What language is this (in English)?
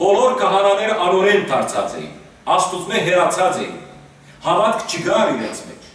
Western Armenian